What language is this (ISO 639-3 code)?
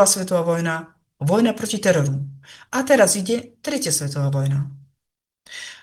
slk